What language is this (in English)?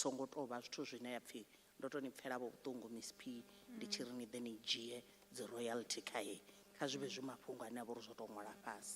Venda